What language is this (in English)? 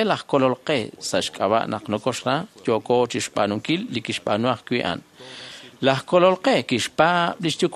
Kekchí